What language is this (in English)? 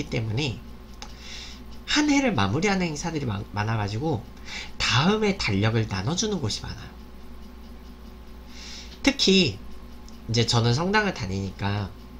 Korean